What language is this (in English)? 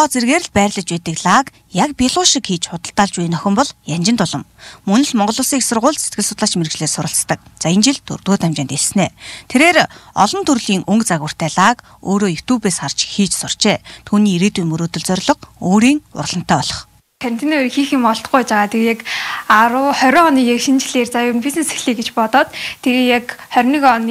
Mongolian